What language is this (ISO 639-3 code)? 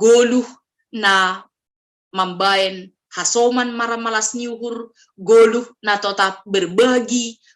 bts